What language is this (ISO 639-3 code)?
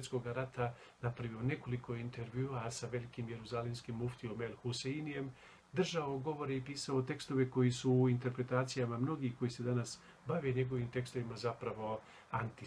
bos